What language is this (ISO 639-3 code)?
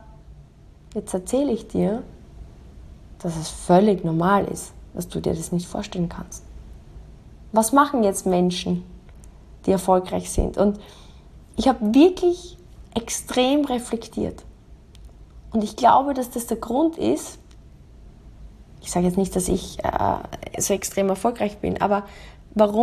deu